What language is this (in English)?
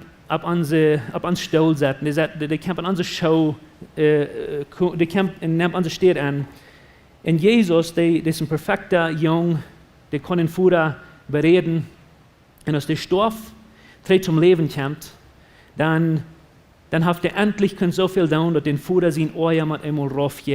Plautdietsch